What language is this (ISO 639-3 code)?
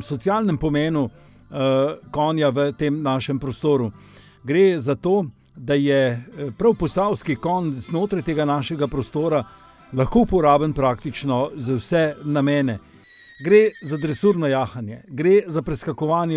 slv